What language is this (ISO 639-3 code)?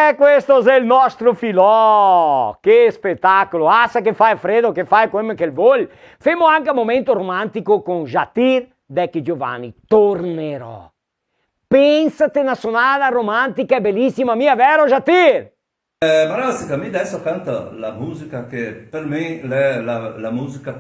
vec